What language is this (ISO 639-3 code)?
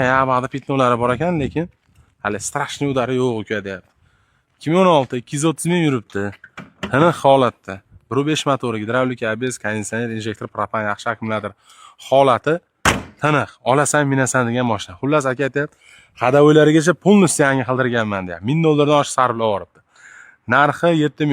uzb